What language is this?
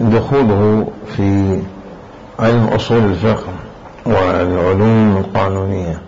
Mesopotamian Arabic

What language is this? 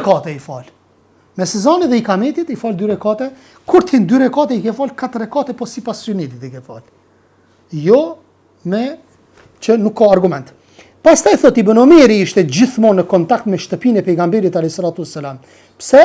Albanian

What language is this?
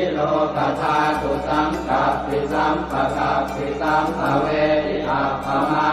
Pali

